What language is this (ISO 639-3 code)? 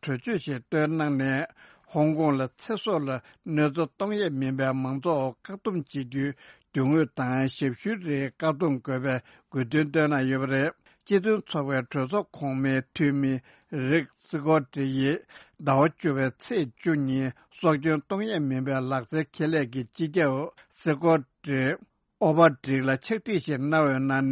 bod